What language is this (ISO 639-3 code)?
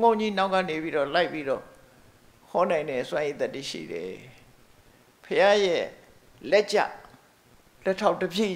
mya